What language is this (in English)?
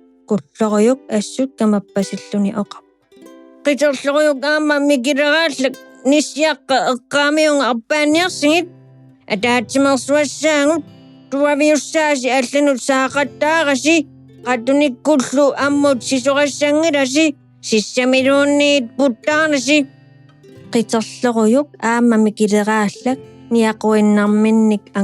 Kalaallisut